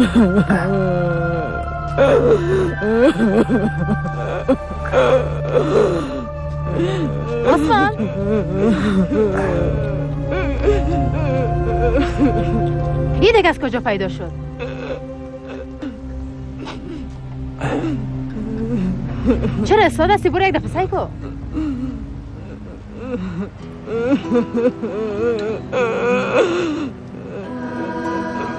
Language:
Persian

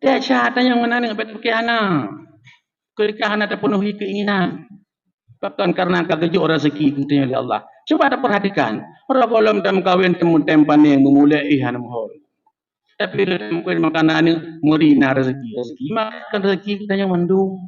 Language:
Achinese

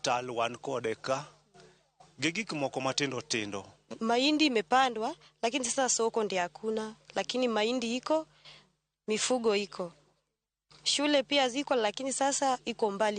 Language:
Luo (Kenya and Tanzania)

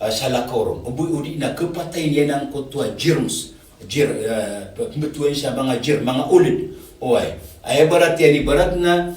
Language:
Maranao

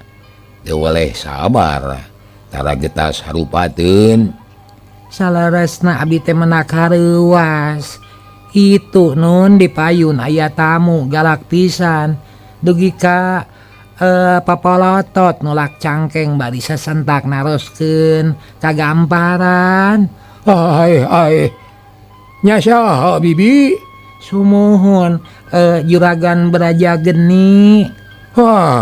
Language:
Sundanese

